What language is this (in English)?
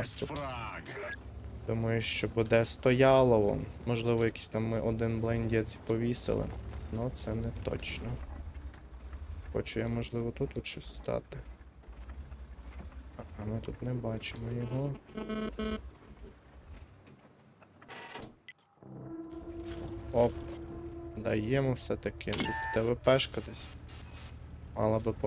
Ukrainian